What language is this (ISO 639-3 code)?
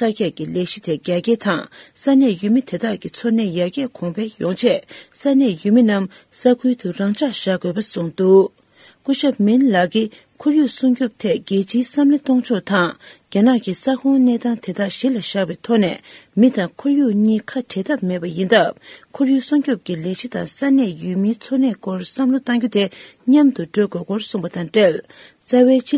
bod